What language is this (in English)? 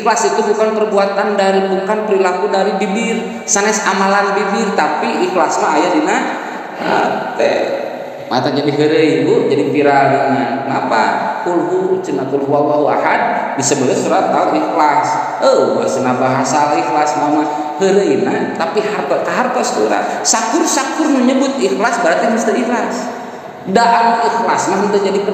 Sundanese